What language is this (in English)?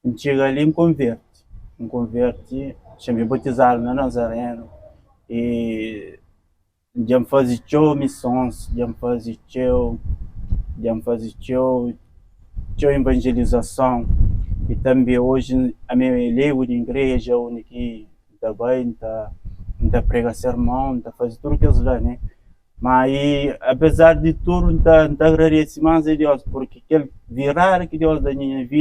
Kabuverdianu